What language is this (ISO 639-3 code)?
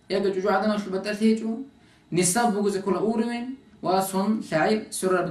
ava